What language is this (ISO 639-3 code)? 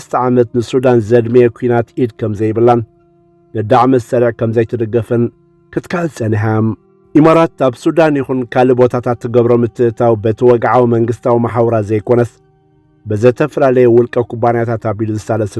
tir